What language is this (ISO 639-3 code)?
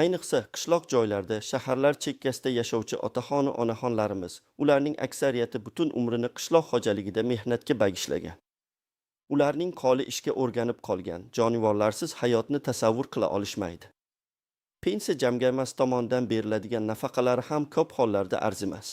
uzb